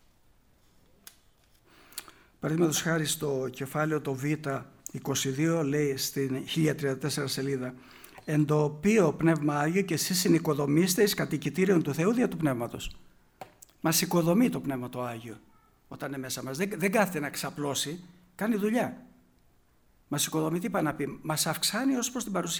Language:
Greek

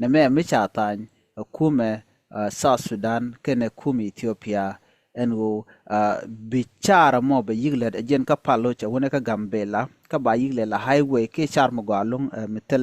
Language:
Nuer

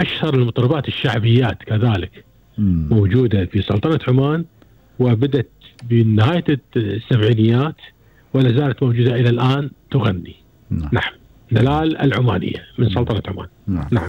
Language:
Gulf Arabic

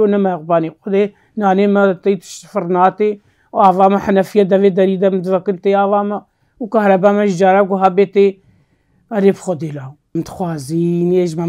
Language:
Kurdish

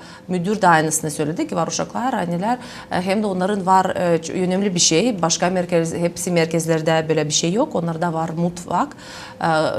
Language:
Gagauz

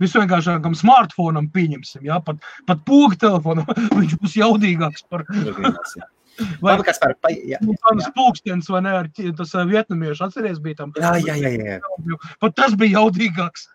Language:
Latvian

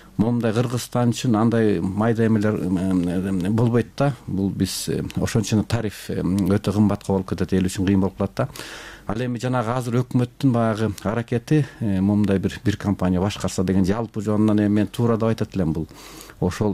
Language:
Kyrgyz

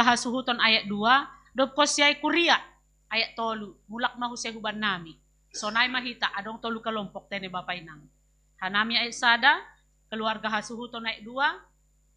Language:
Batak Simalungun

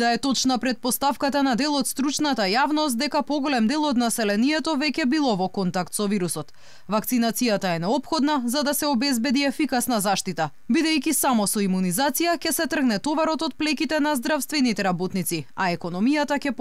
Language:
Macedonian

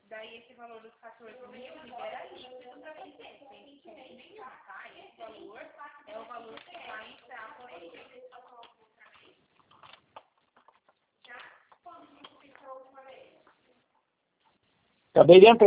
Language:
Portuguese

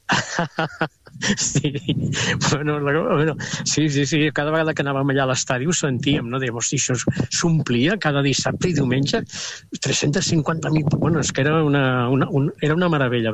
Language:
Catalan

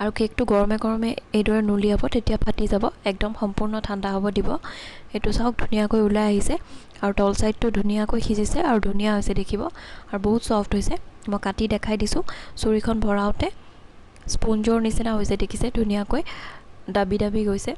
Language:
Assamese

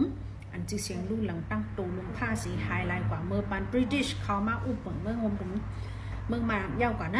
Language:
Shan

